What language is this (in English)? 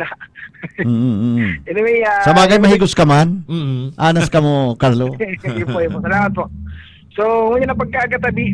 Bikol